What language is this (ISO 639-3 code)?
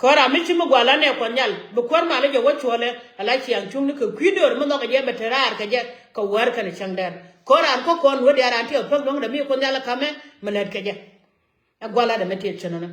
nus